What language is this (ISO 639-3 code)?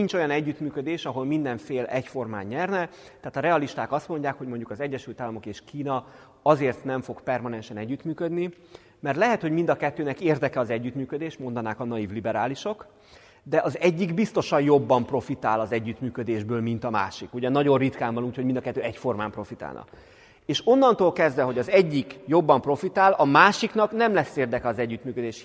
hun